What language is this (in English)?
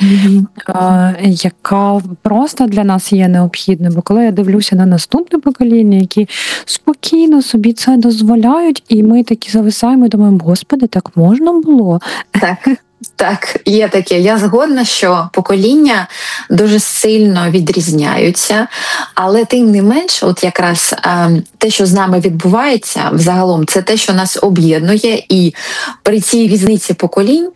Ukrainian